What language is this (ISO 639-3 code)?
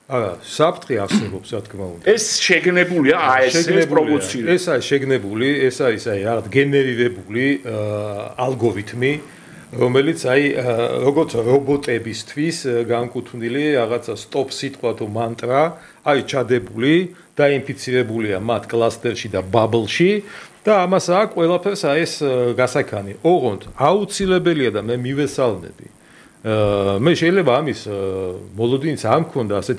kat